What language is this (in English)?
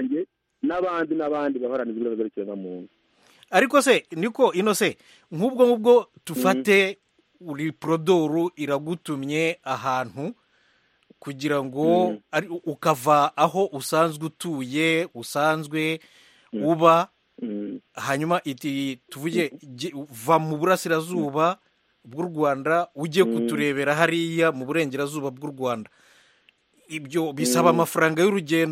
Kinyarwanda